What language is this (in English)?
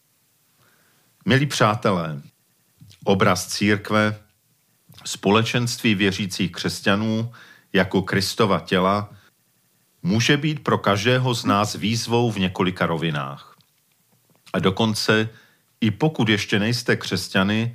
Czech